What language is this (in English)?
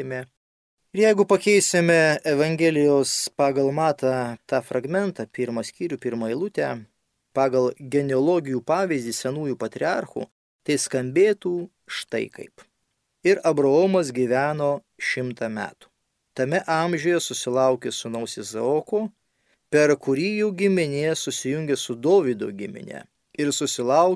Lithuanian